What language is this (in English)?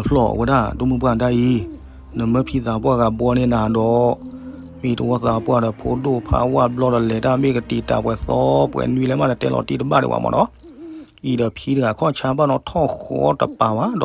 S'gaw Karen